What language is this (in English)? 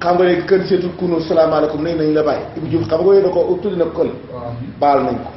Wolof